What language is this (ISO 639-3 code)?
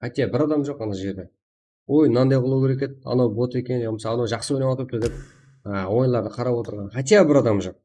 kaa